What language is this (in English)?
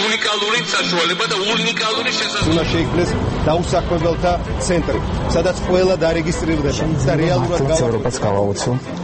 Georgian